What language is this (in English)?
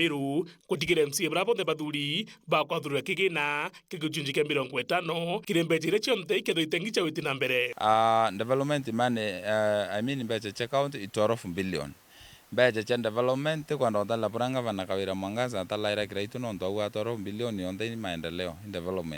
Meru